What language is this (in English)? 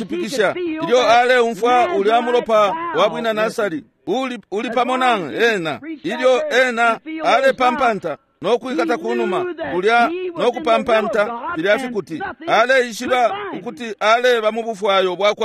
Bemba